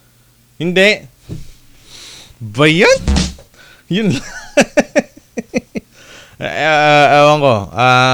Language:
Filipino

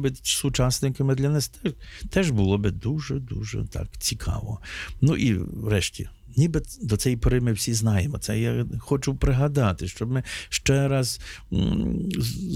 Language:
Ukrainian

